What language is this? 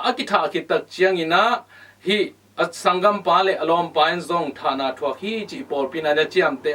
Tedim Chin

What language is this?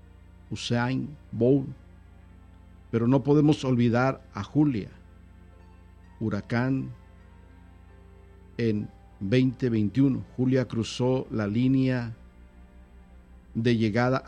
Spanish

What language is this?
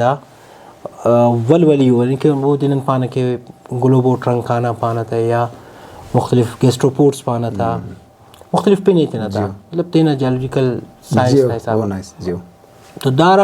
Brahui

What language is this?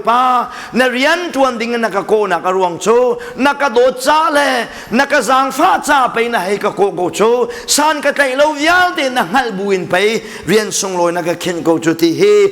Hakha Chin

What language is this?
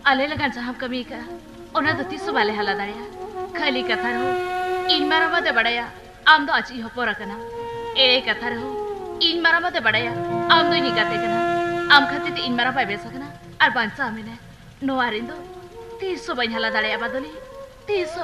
Santali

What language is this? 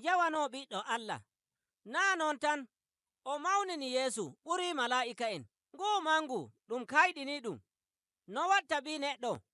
Nigerian Fulfulde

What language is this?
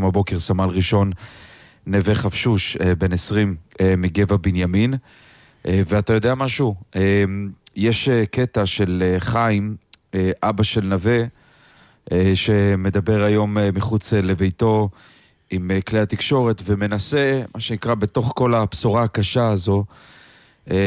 Hebrew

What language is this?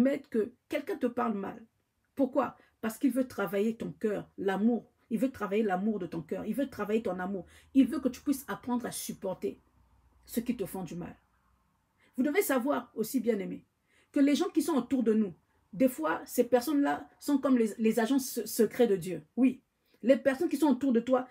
French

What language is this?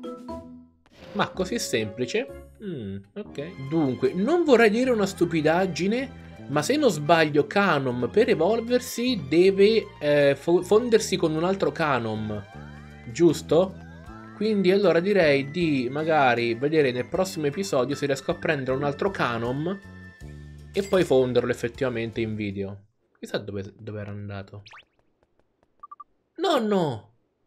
Italian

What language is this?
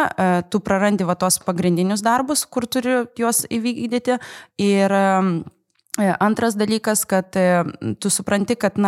Lithuanian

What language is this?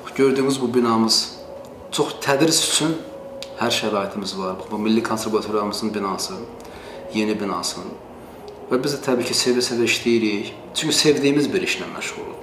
Azerbaijani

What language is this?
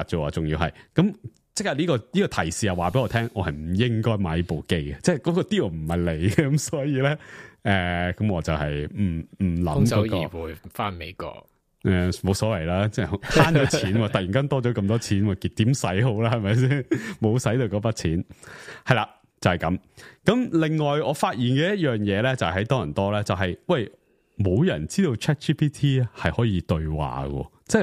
Cantonese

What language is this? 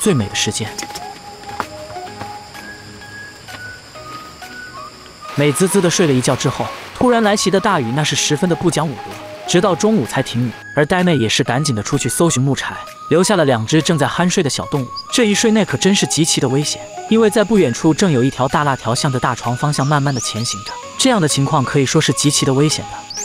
Chinese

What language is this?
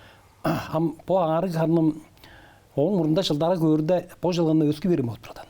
Tuvinian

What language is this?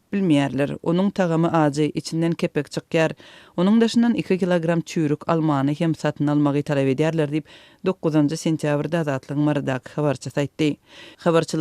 Turkmen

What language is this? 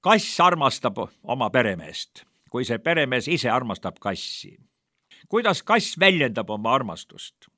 Estonian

